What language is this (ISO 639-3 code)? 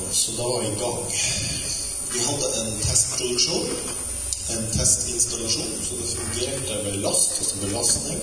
nor